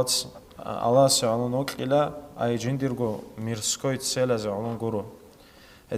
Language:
Avaric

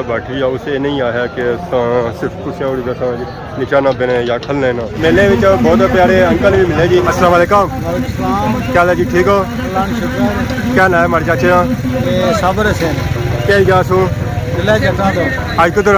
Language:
Pahari-Potwari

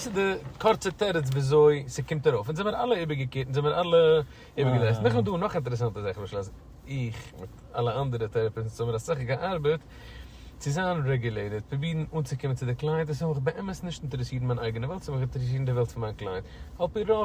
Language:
Yiddish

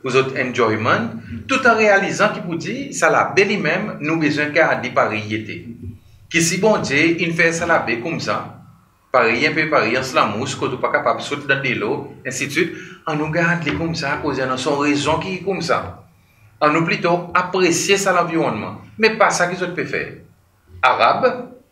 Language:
Seselwa Creole French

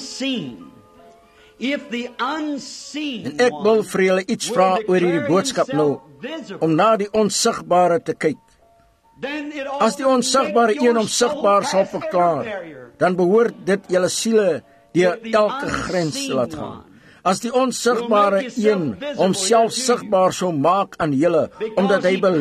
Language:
Afrikaans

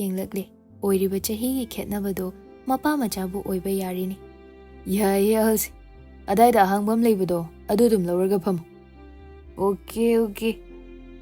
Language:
Manipuri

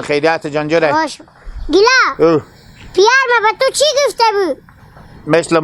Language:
Hazaragi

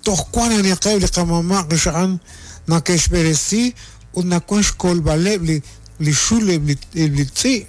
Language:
Kekchí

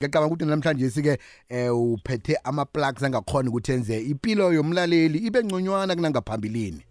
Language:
South Ndebele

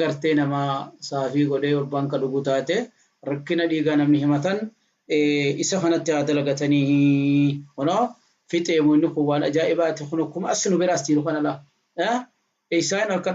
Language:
Oromo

